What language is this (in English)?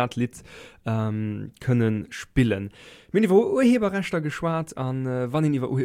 Luxembourgish